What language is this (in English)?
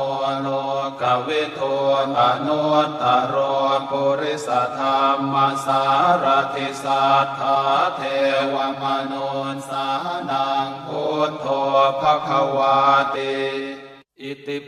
Pali